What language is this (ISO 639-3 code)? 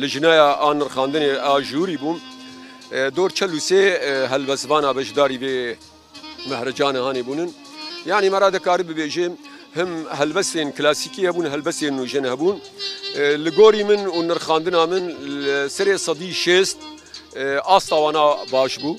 kur